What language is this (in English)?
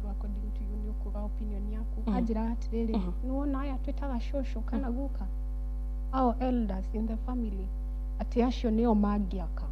Kikuyu